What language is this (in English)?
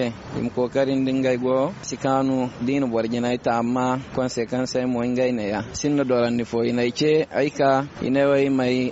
Zarma